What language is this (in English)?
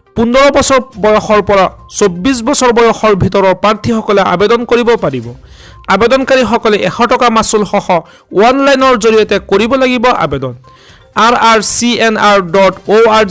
Assamese